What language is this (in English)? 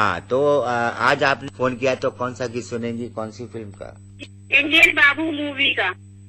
Hindi